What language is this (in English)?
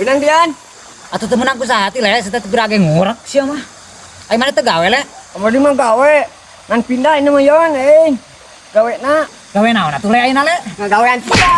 Sundanese